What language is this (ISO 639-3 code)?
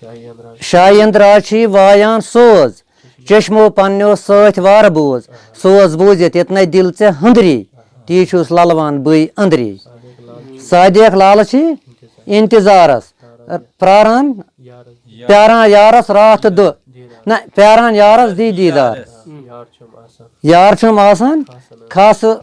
kas